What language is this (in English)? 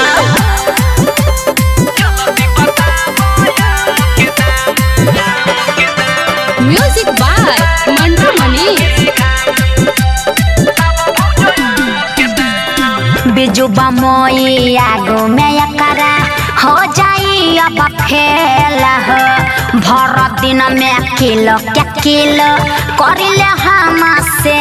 Bhojpuri